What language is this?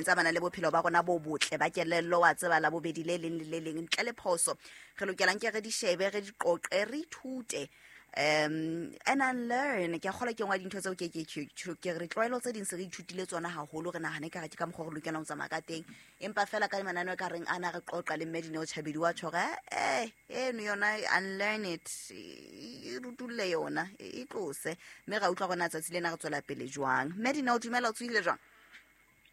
Southern Sotho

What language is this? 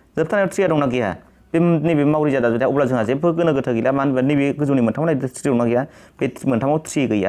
Bodo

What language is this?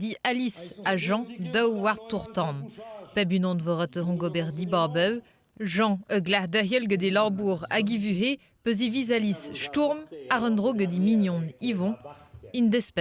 Breton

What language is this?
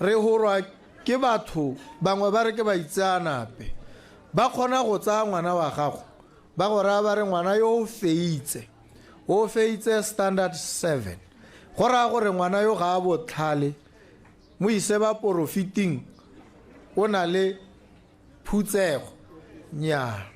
Tswana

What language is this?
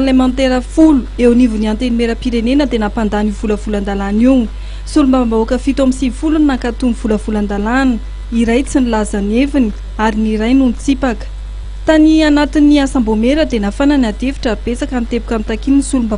Malagasy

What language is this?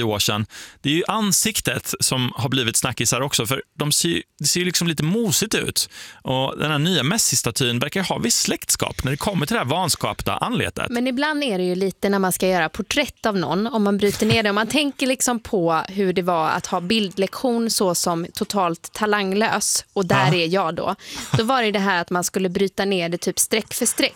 Swedish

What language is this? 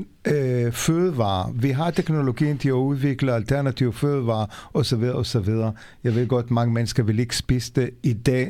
Danish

